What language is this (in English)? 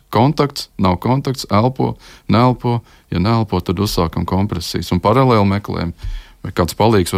Latvian